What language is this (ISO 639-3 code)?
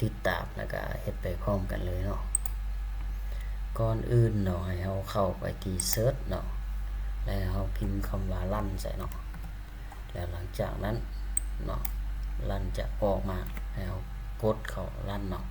lao